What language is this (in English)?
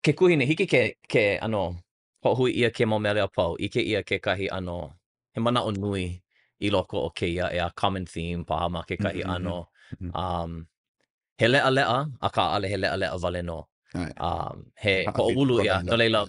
Hawaiian